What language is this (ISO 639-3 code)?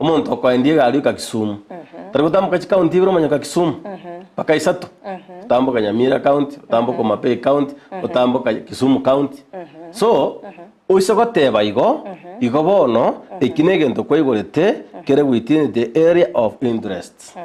guz